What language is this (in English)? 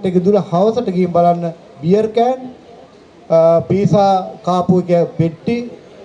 Sinhala